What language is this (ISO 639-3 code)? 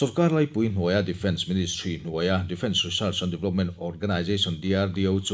lus